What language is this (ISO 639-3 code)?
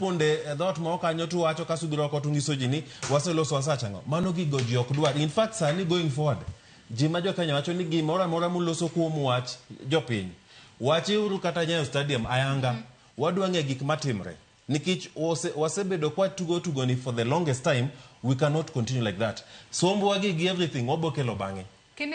luo